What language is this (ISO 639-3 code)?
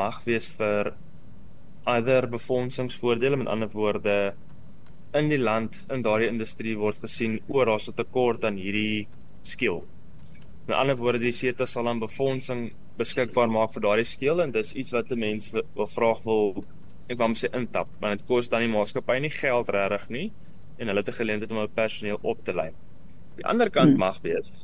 afr